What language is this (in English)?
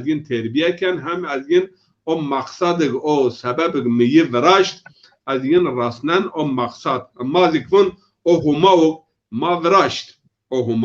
Zaza